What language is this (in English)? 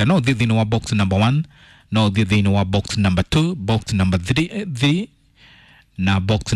Kikuyu